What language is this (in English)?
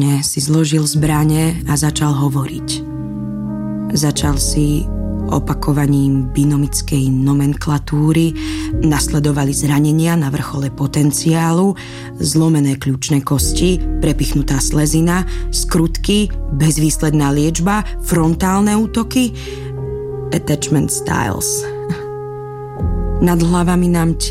Slovak